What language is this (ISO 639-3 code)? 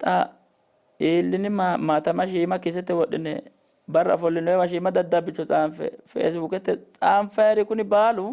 sid